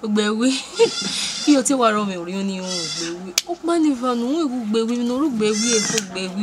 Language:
Bini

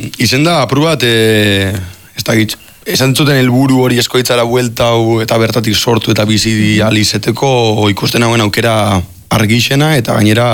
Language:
Basque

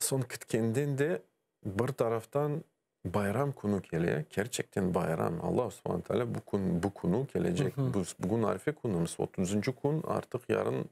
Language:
Crimean Tatar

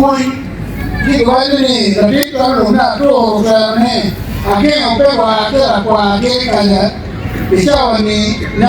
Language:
Acoli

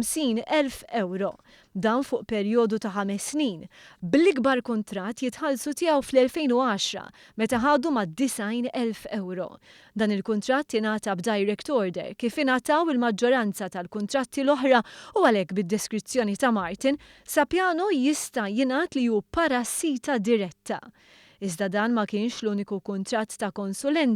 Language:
Maltese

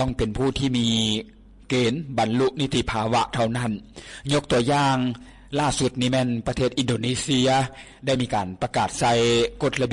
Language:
Lao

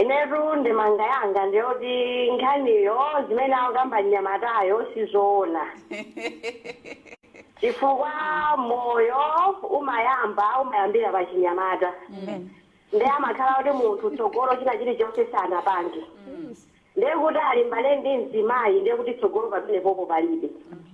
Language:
Nyanja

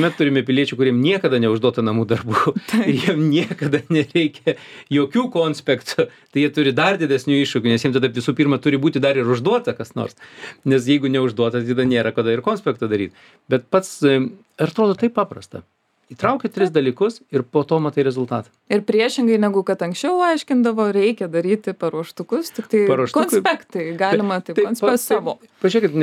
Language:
Lithuanian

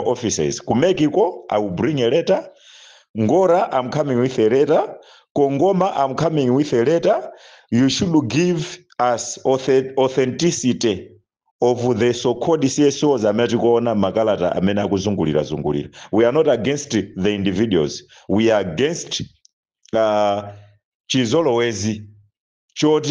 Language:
Nyanja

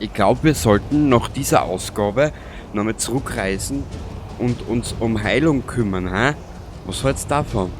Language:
Bavarian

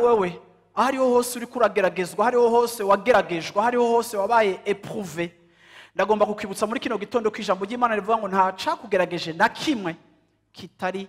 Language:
Rundi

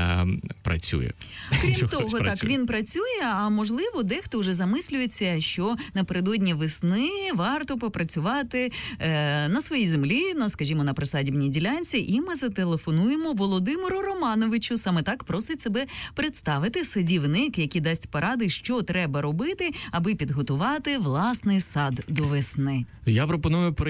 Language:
Ukrainian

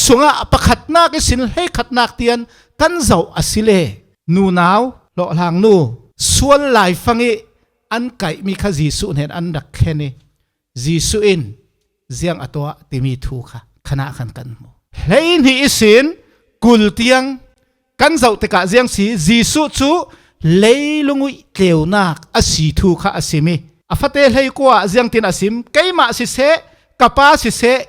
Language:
Falam Chin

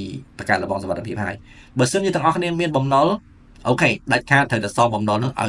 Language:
Khmer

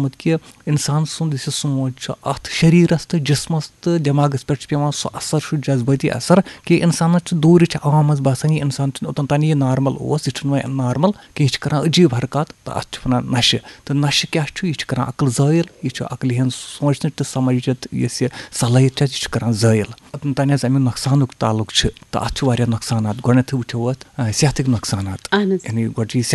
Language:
Kashmiri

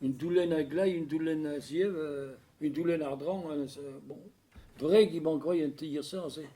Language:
Breton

